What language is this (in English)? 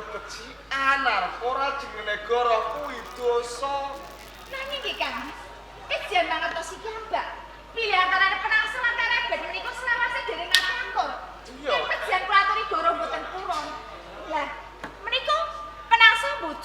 Javanese